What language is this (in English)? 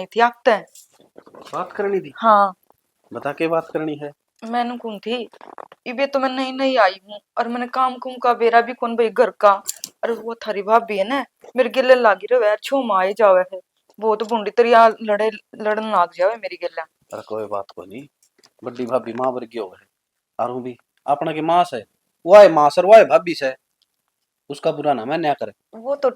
Haryanvi